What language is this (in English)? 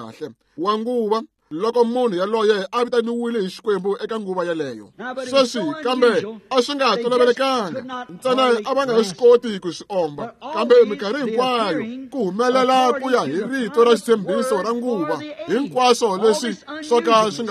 Tsonga